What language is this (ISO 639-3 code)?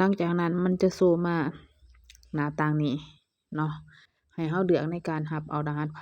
lao